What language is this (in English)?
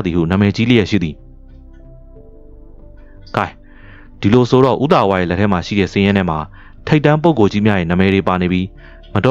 Burmese